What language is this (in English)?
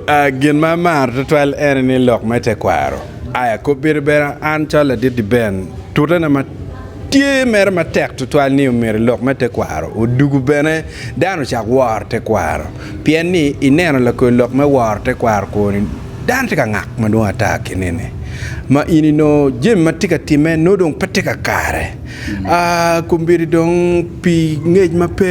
Acoli